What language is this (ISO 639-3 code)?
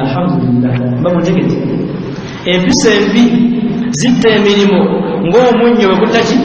lug